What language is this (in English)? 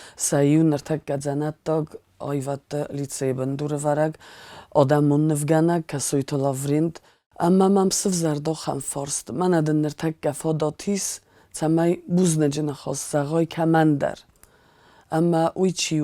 Ossetic